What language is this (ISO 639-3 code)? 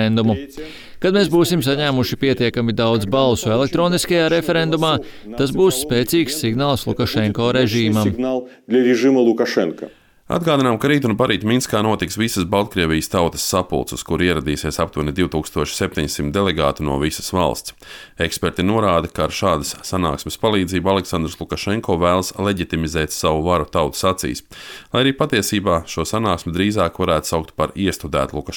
lav